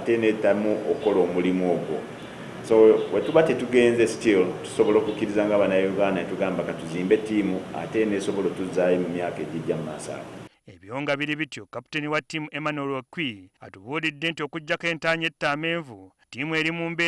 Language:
Ganda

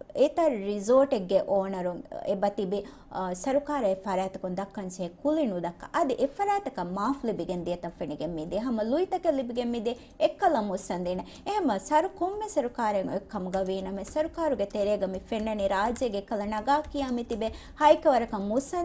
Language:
Divehi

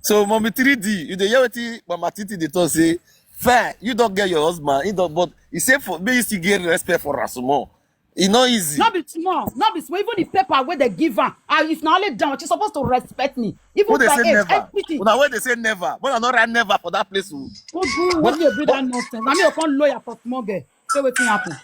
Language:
Nigerian Pidgin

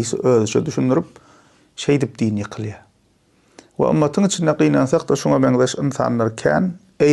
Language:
Turkmen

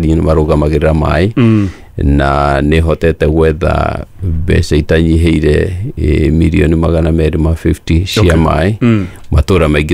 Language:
Kikuyu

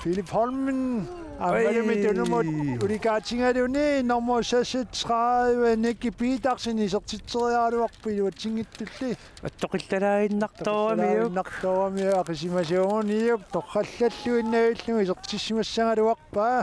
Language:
Kalaallisut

